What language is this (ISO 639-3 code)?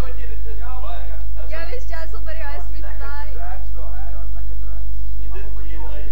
afr